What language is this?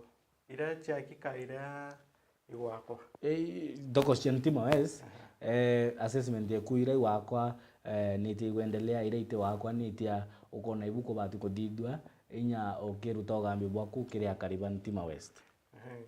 Meru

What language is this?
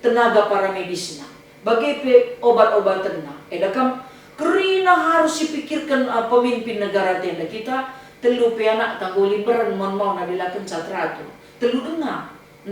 Batak Karo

